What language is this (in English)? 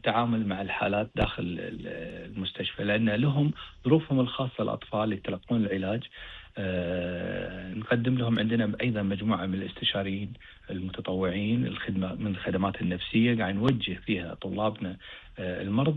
Gulf Arabic